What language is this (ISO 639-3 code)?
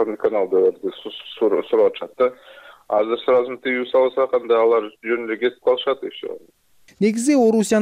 kir